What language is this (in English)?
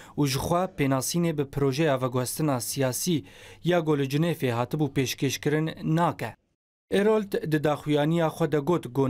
Kurdish